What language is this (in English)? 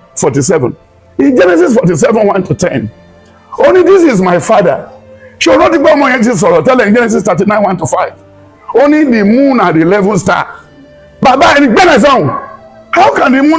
Yoruba